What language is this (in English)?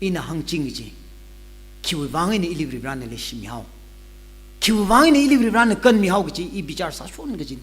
Tangkhul Naga (India)